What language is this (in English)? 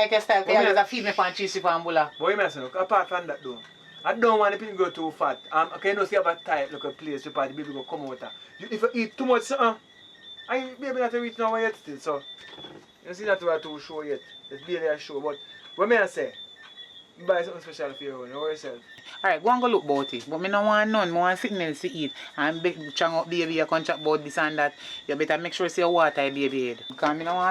Jamaican Creole English